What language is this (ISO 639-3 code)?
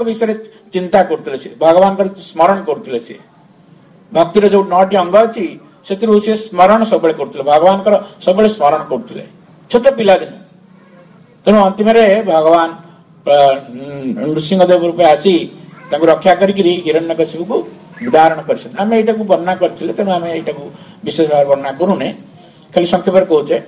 ori